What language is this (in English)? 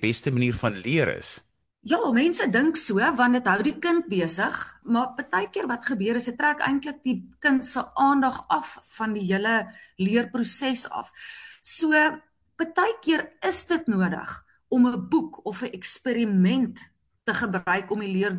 Afrikaans